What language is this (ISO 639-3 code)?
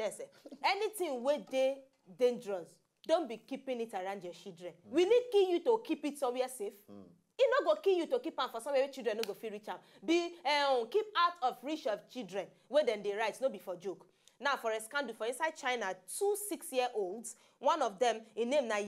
pcm